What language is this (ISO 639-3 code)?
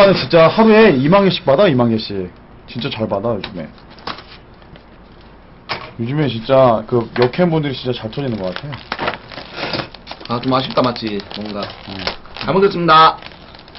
kor